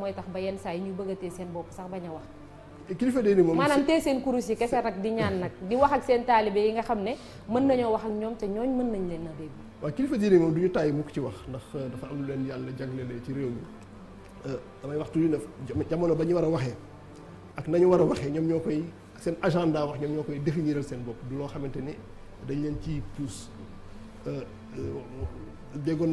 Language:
Wolof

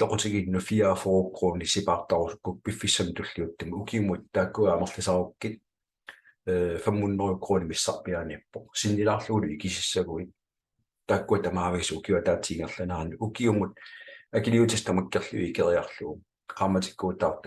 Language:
Kalaallisut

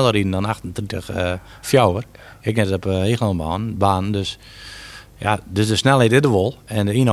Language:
Western Frisian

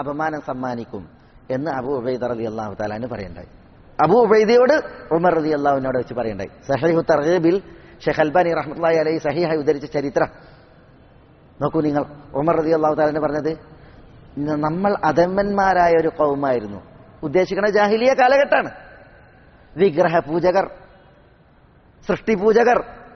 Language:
Malayalam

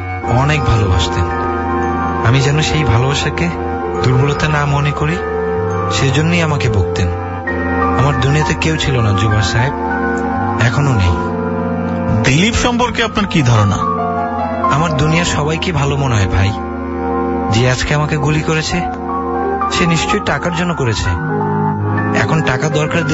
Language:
Bangla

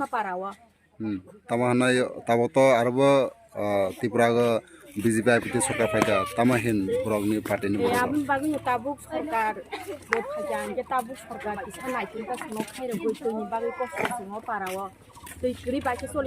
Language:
Kok Borok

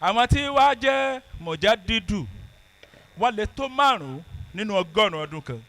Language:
Yoruba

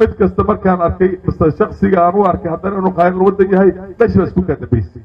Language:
Somali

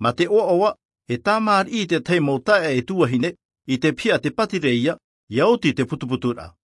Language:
Tahitian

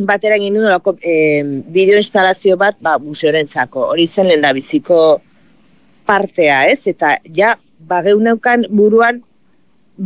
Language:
Basque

